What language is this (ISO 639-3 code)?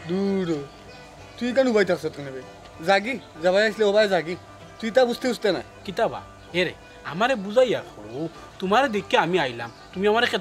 syl